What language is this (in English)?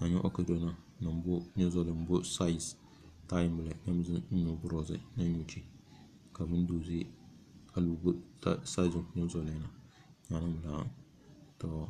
Tem